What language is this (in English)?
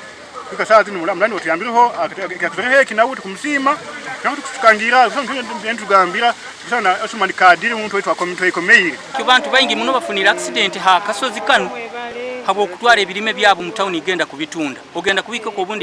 Nyankole